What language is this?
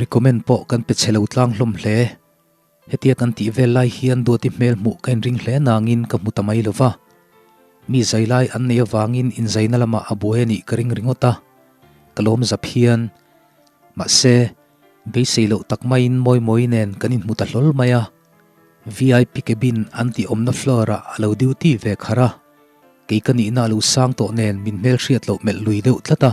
Mizo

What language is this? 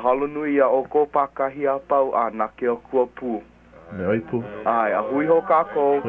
Hawaiian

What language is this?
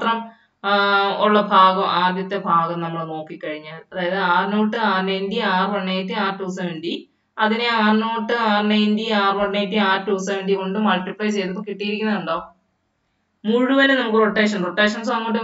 Malayalam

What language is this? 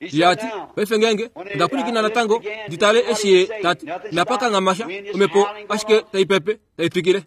Kuanyama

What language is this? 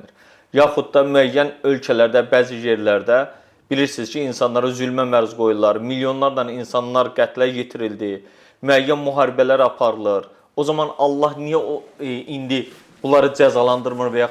Azerbaijani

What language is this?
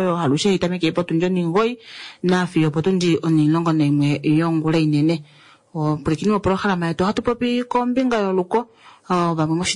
Kuanyama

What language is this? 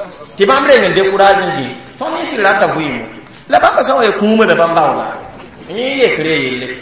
Mossi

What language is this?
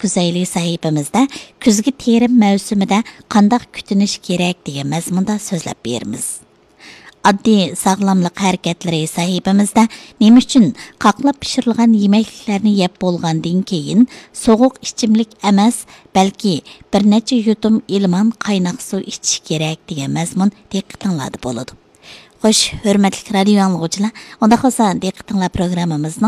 Uyghur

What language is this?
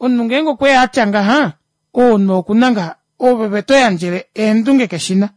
Kuanyama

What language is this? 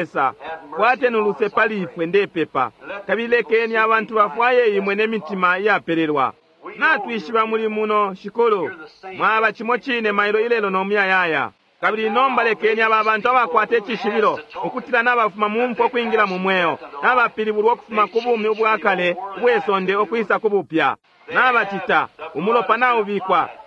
Bemba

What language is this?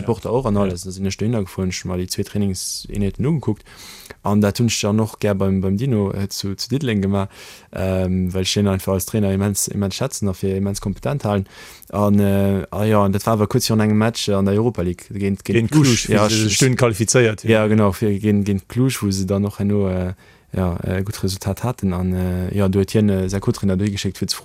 Luxembourgish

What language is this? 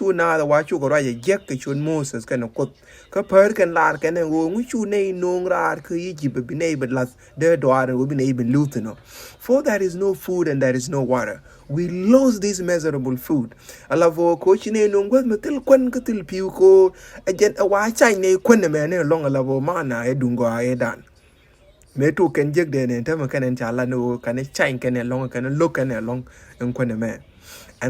Nuer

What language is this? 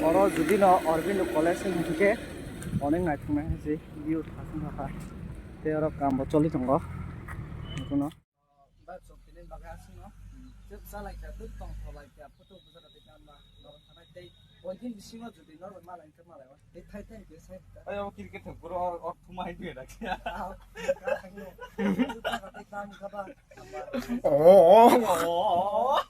Kok Borok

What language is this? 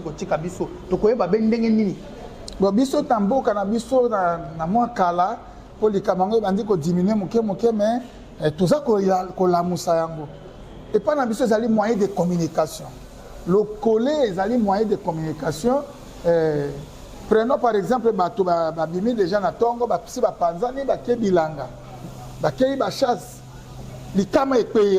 Lingala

